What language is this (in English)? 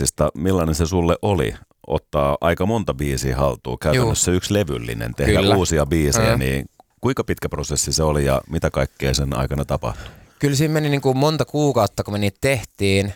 Finnish